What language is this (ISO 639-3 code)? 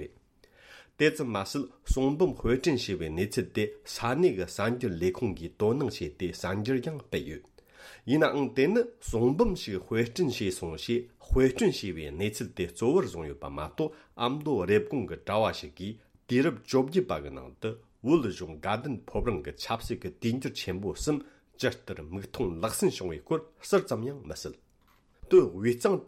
bod